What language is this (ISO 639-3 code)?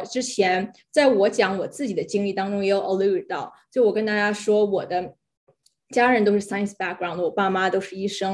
zho